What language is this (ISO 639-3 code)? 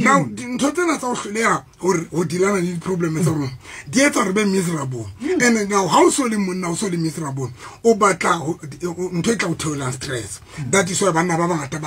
sot